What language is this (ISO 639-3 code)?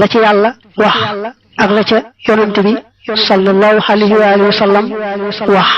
wol